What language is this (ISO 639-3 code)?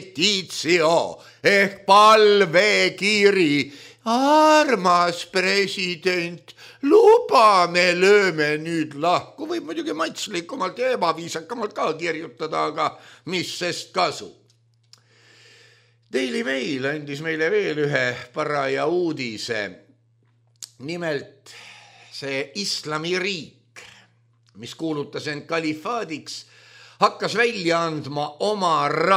est